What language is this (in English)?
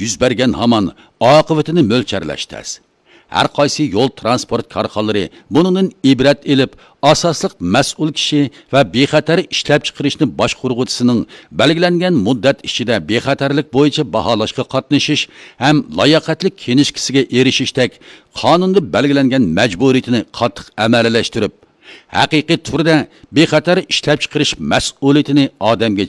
Uyghur